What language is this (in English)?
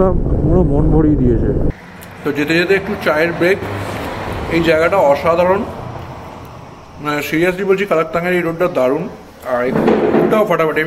Bangla